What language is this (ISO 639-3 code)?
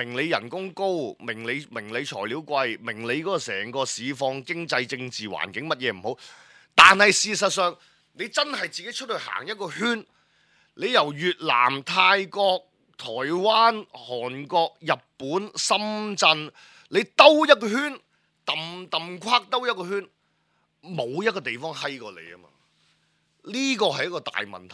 yue